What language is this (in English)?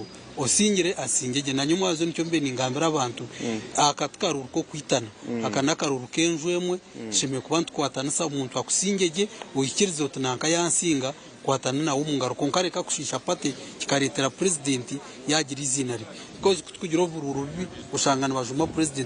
Nyankole